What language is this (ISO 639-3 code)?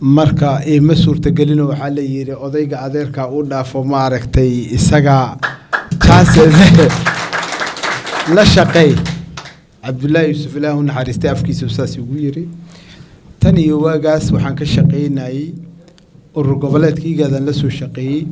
som